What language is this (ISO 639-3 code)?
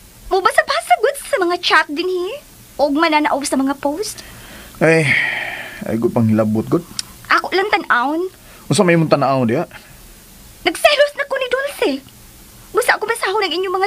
ceb